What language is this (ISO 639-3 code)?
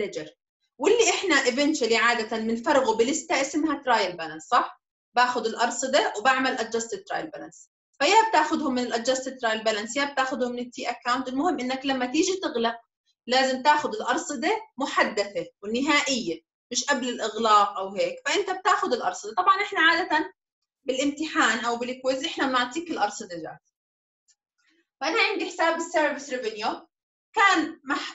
ajp